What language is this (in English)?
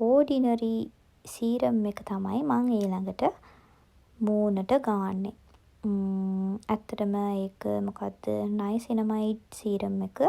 Sinhala